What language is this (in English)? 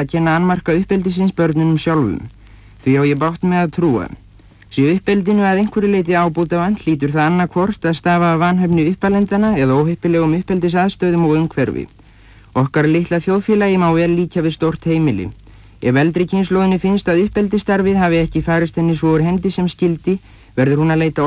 Icelandic